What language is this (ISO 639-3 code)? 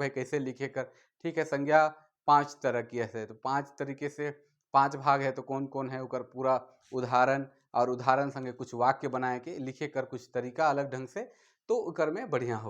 sck